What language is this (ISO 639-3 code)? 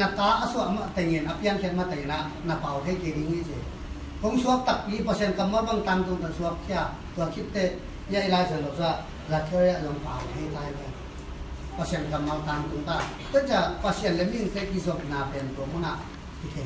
ctd